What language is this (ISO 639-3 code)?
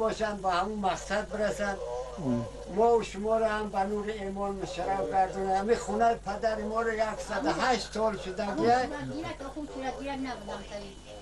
tgk